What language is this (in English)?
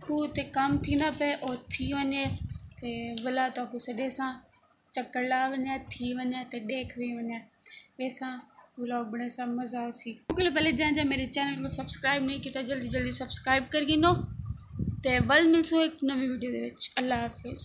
Saraiki